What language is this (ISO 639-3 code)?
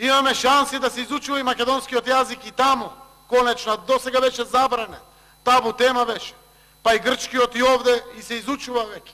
mkd